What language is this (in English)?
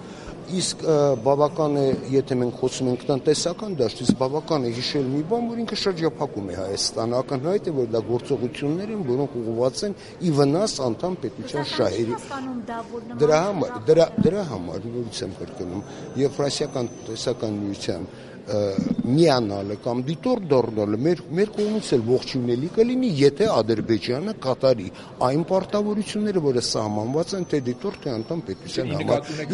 Armenian